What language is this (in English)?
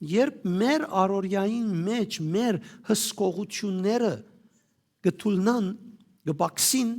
Western Armenian